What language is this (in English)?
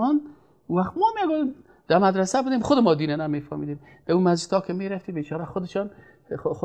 Persian